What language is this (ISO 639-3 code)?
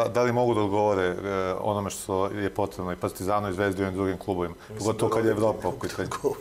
srp